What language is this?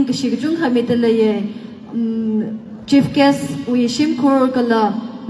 Tangkhul Naga (India)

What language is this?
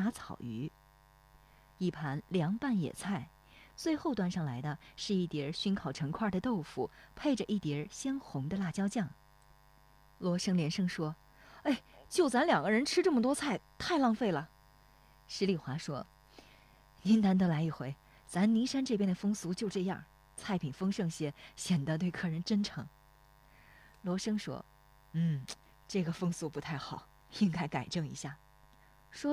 Chinese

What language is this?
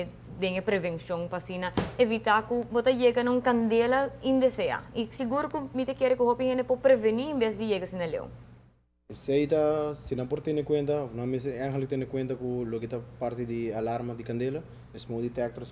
Papiamento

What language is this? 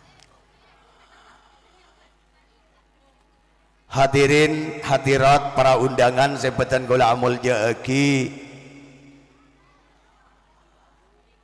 Madurese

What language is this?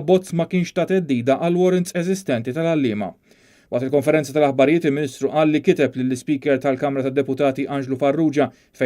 Maltese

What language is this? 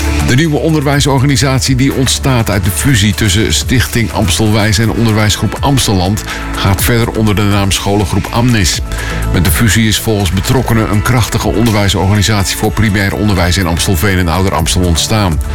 Dutch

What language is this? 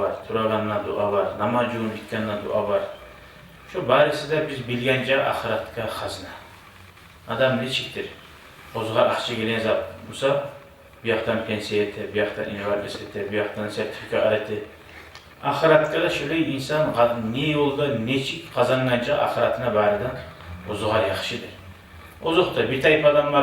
Kumyk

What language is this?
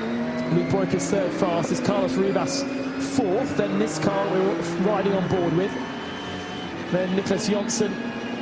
English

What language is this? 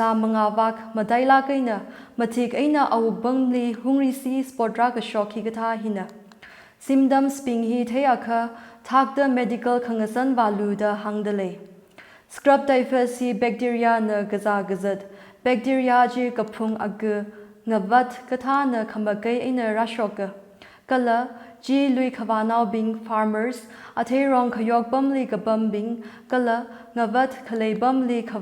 Tangkhul Naga (India)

